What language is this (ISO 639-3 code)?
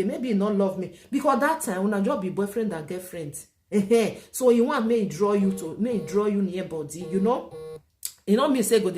pcm